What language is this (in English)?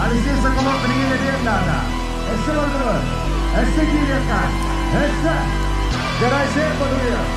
Yakut